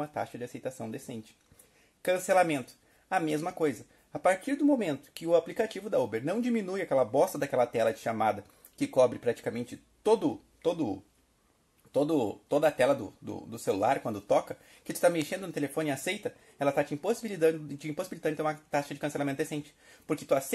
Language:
Portuguese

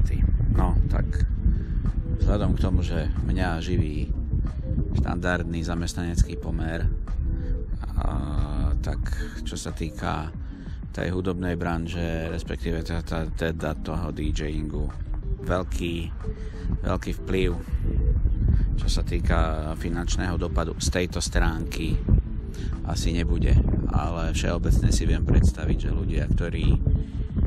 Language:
Slovak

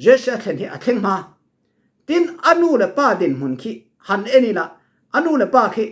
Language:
Falam Chin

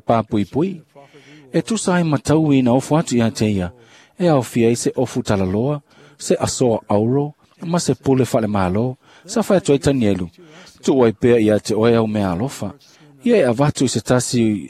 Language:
Samoan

